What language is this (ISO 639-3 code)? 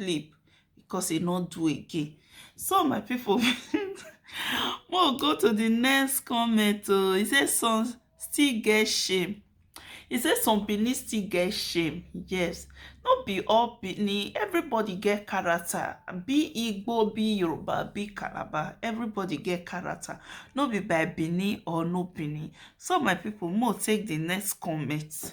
pcm